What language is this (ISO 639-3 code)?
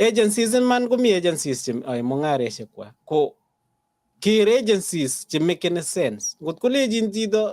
kln